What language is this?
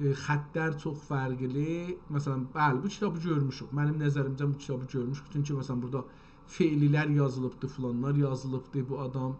South Azerbaijani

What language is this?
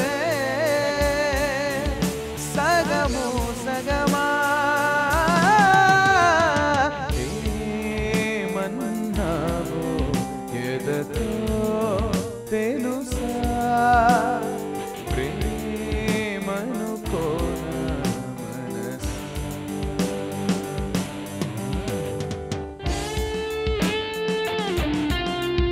Telugu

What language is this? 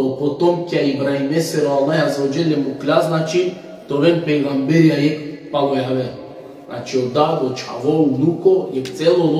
Balkan Romani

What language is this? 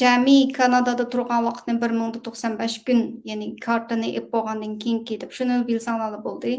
Uyghur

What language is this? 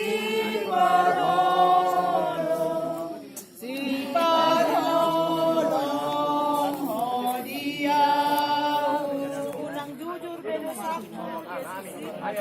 Batak Toba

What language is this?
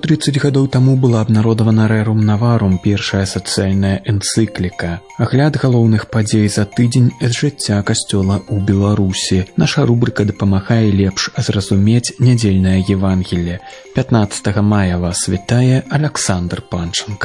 Belarusian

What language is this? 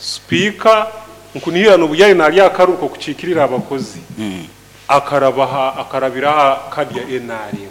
Nyankole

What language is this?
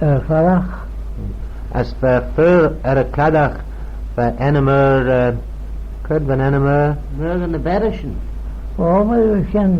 Manx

